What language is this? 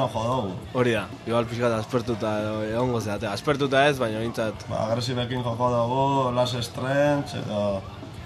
Basque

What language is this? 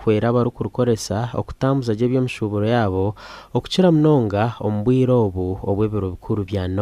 Nyankole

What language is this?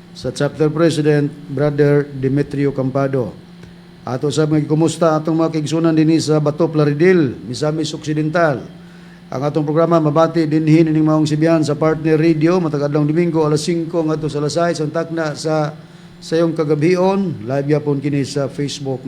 Cebuano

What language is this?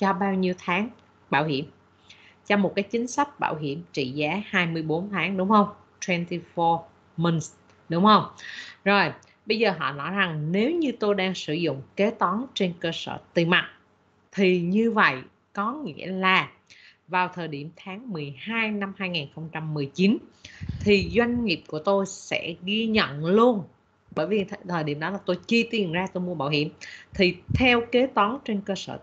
Vietnamese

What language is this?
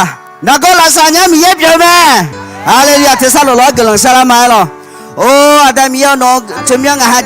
Akha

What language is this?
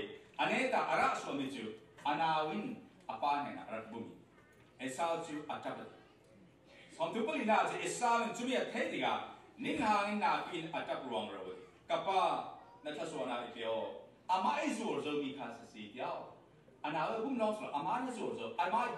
Falam Chin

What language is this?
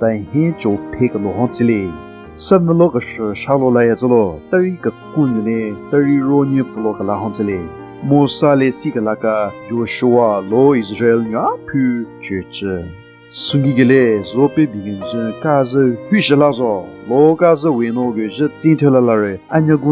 Southern Rengma Naga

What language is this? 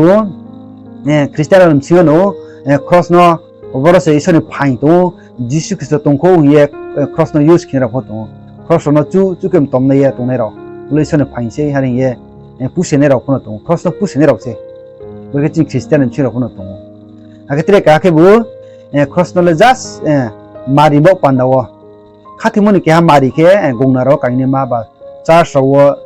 Riang (India)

